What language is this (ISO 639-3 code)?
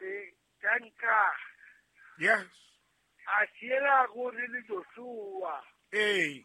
sot